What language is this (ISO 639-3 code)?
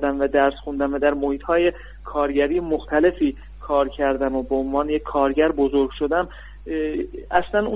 fas